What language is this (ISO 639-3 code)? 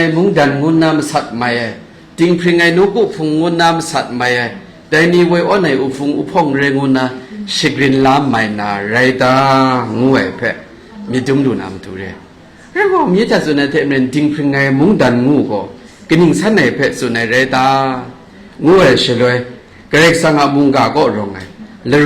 kac